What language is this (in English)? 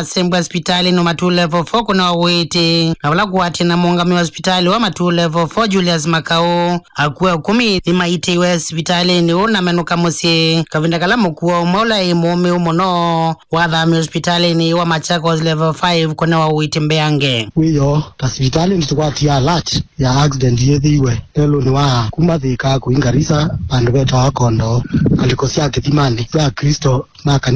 Kamba